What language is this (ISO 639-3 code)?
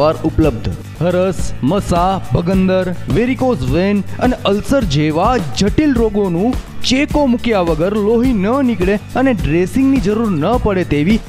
guj